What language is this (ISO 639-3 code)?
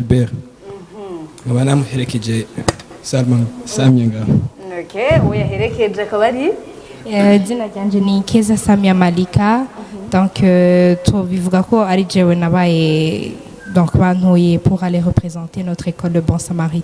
run